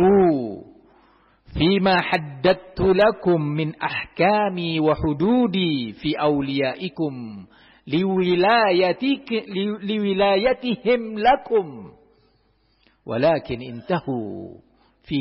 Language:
Indonesian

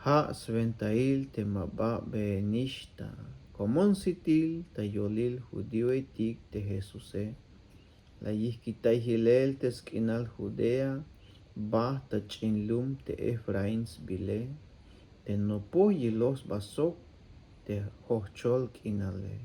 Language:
Tzeltal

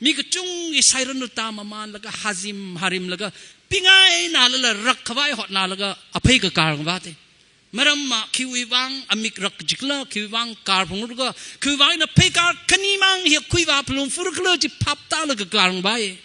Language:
Tangkhul Naga (India)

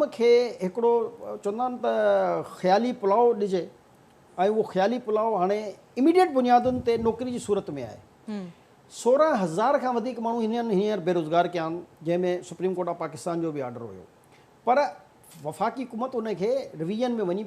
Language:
Sindhi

